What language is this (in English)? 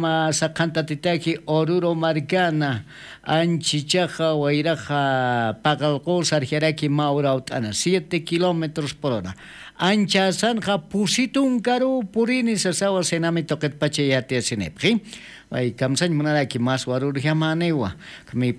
Aymara